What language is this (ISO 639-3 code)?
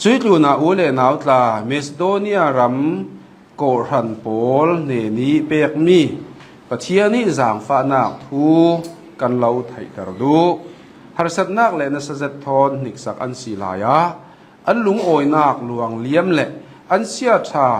cnh